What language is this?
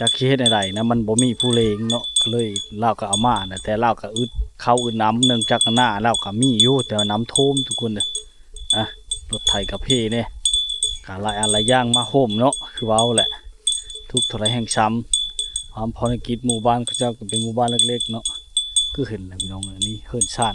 Lao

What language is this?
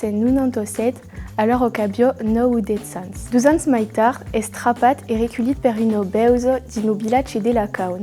Occitan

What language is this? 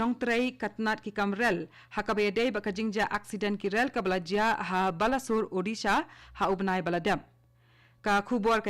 Khasi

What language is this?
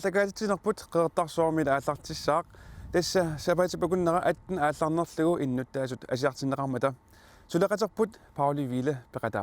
Kalaallisut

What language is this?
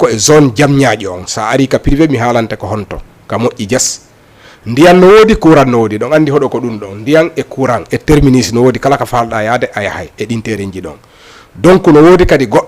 Fula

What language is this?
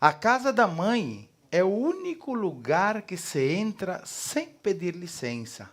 Venetian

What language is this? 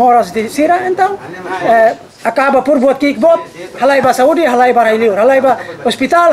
Tetum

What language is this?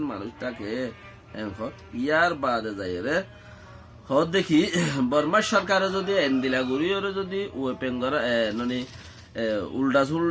Rohingya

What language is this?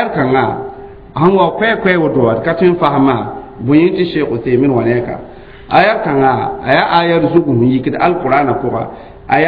Mossi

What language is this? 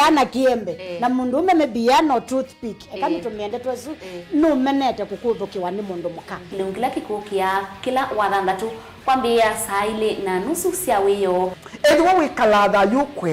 Kamba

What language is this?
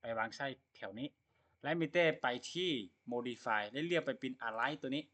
Lao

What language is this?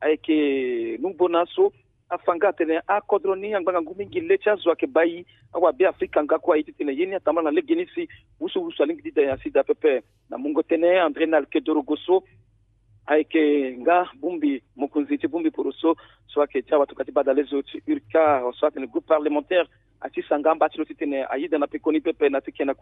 Sango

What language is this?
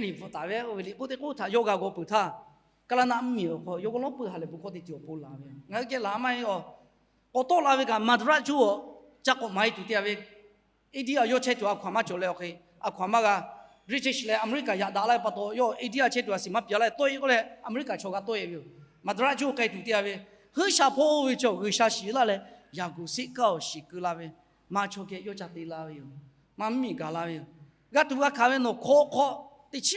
Lahu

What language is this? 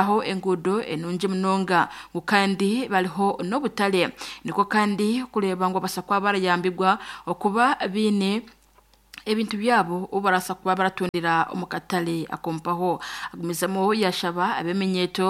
Nyankole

